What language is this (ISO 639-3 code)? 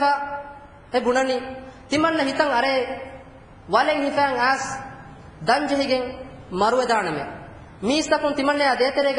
div